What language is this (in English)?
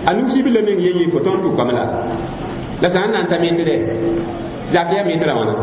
Mossi